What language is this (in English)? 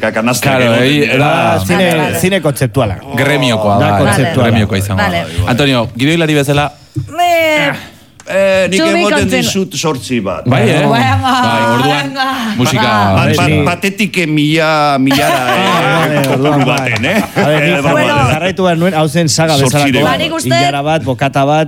Basque